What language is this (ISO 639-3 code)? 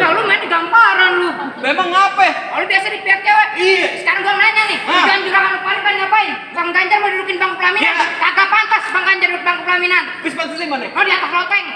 bew